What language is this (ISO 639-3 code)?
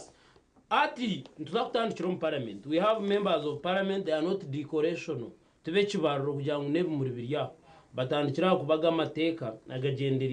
nyn